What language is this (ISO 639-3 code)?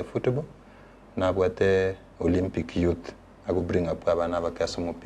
guz